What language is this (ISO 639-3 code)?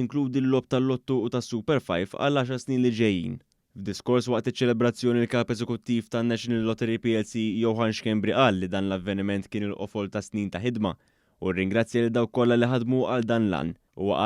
mlt